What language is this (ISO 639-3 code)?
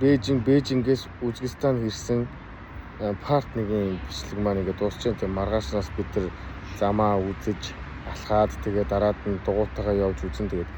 mon